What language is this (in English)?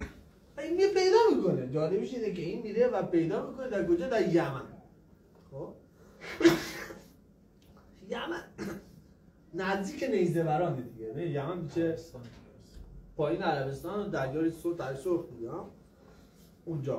Persian